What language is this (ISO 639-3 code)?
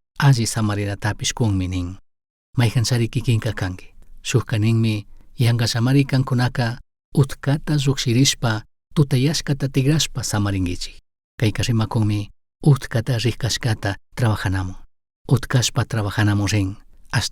qug